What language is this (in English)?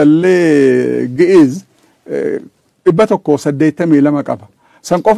Oromo